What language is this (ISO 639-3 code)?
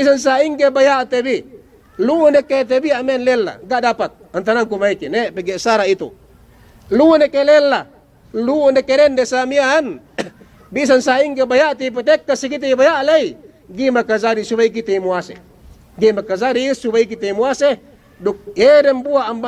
yka